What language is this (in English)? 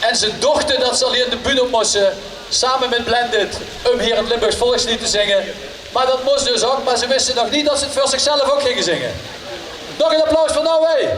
Limburgish